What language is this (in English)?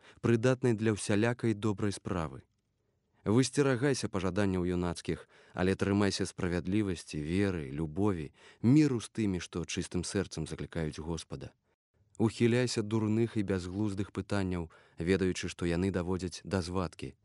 Belarusian